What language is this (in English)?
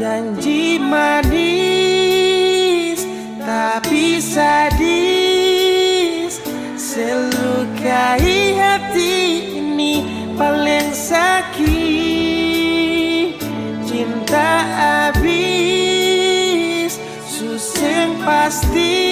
Ambonese Malay